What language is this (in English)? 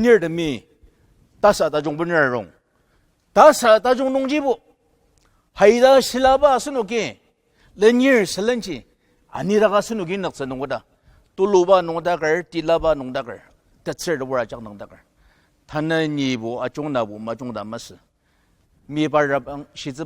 Ao Naga